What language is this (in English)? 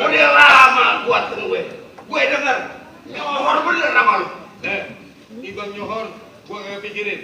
Betawi